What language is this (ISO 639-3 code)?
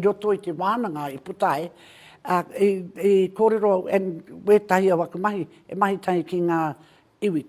mri